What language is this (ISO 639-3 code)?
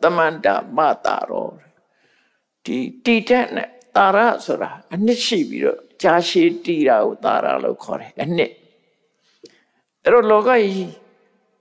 mya